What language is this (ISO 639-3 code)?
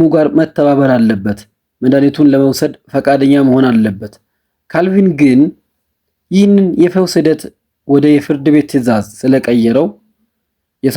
amh